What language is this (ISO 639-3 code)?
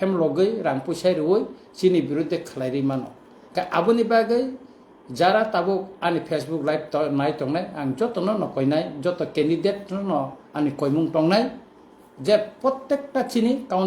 trp